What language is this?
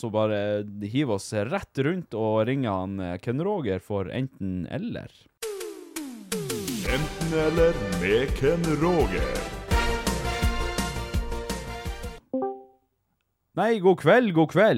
Norwegian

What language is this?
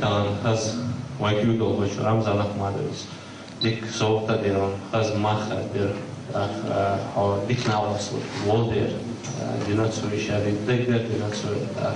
Chechen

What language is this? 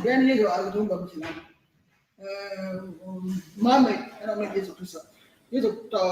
Acoli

